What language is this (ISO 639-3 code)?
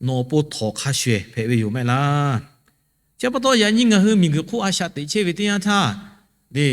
lhu